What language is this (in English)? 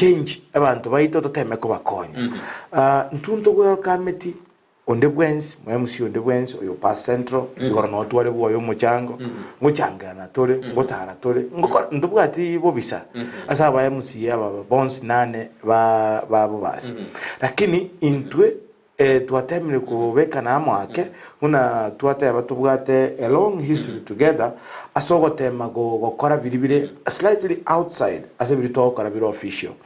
Gusii